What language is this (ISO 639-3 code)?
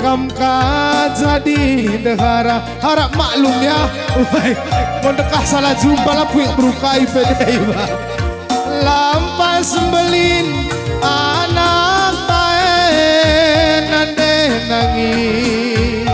btx